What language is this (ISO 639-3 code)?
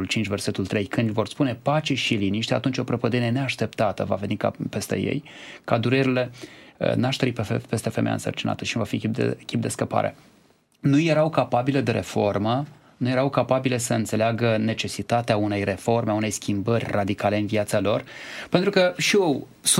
ron